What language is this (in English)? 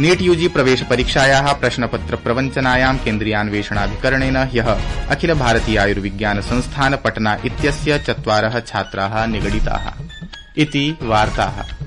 Sanskrit